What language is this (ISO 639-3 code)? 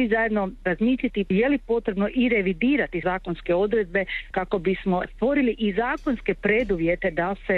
hrv